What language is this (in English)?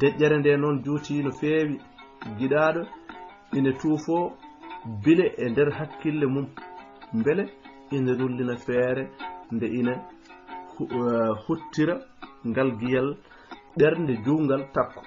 Fula